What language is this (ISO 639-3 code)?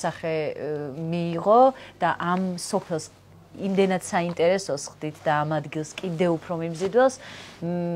kat